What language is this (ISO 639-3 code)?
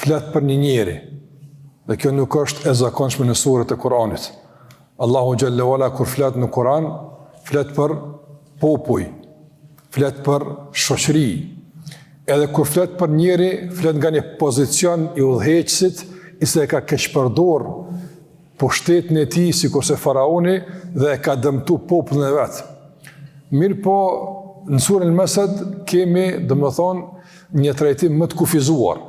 sqi